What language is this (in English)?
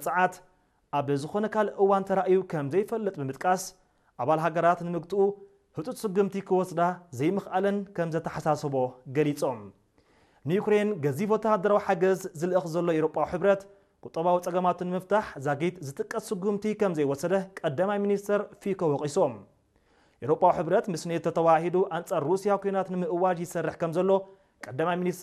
Tigrinya